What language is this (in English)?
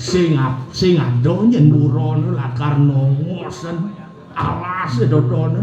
Balinese